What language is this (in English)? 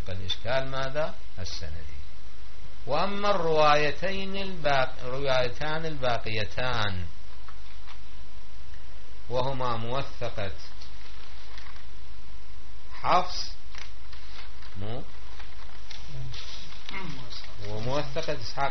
Arabic